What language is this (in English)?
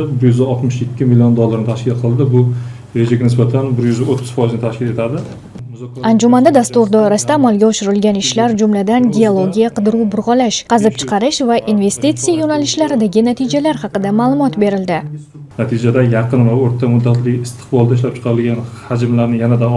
Uzbek